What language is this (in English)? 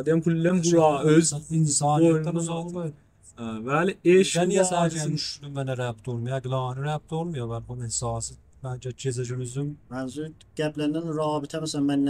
South Azerbaijani